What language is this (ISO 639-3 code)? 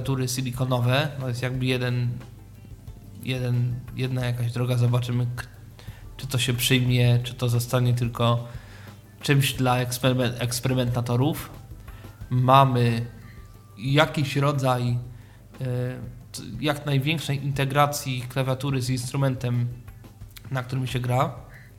pol